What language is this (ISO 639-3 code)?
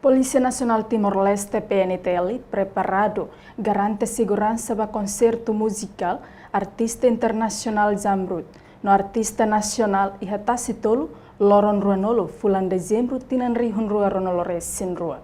tet